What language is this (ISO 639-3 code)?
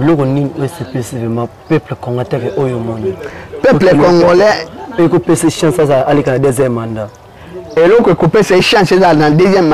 lin